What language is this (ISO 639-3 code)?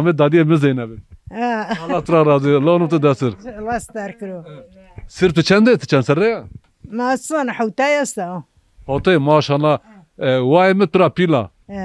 zza